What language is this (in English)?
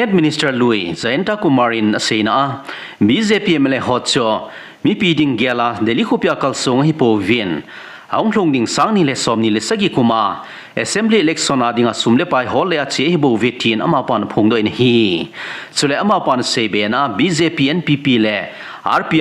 Thado Chin